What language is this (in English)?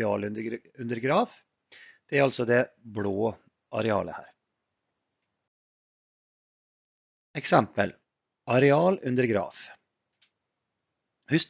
Norwegian